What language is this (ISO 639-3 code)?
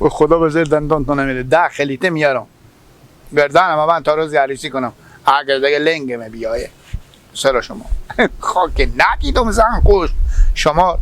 haz